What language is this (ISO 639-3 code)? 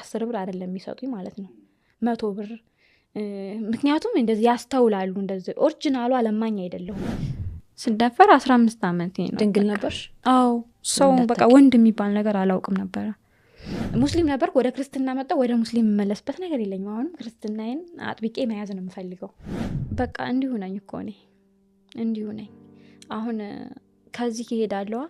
amh